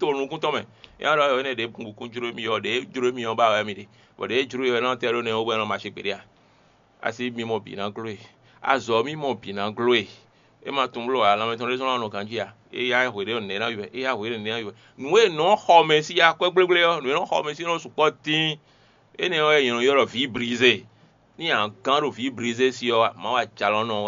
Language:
Fon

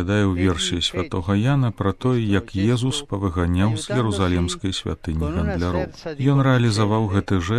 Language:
Belarusian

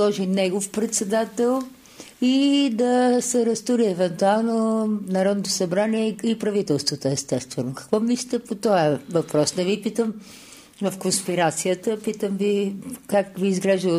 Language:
Bulgarian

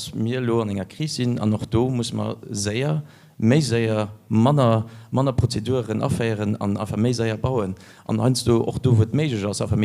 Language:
Luxembourgish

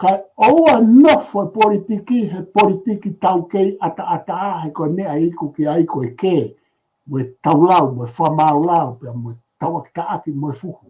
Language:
Tongan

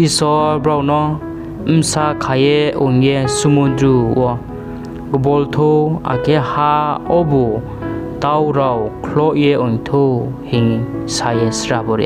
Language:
Riang (India)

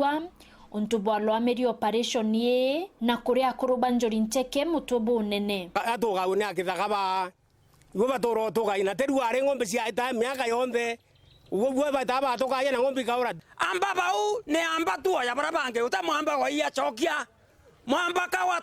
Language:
Meru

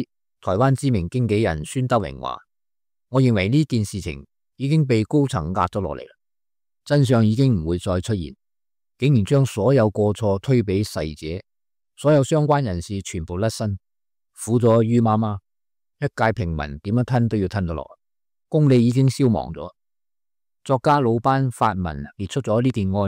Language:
Cantonese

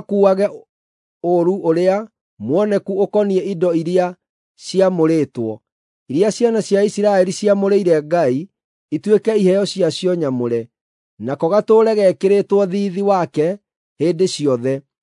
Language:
Kikuyu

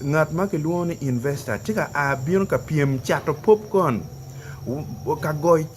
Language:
Acoli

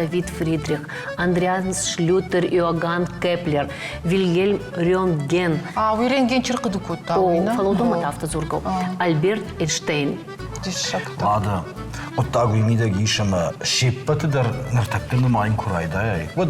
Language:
Ossetic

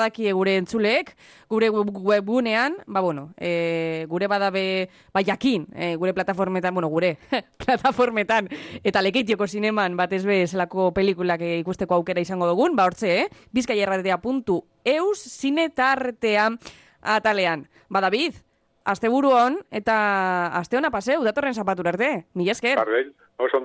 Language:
Basque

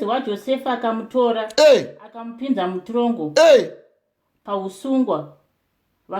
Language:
Shona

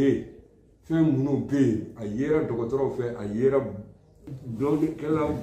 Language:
Bambara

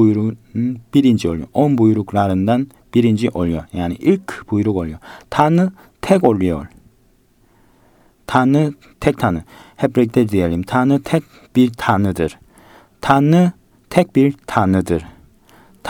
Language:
Turkish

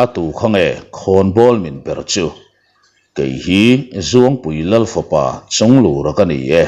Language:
Mizo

